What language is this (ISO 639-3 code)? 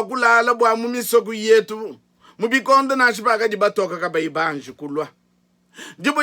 lua